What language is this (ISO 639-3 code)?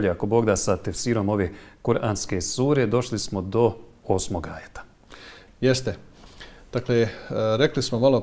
bos